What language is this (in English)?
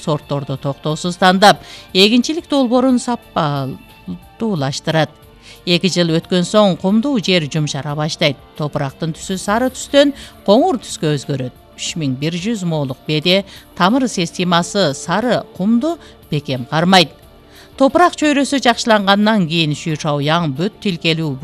Kyrgyz